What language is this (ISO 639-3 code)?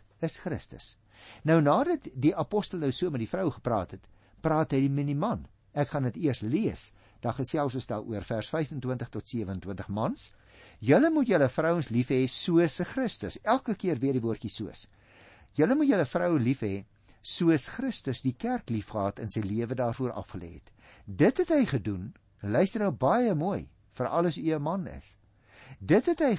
afr